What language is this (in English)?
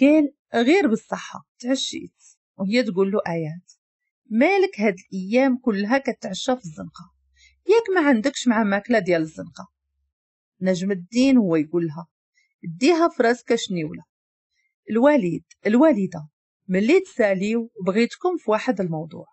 Moroccan Arabic